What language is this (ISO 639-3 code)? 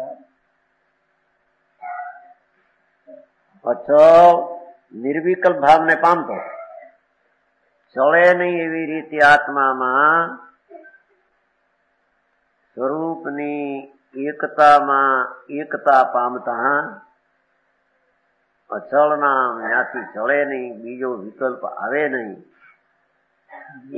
guj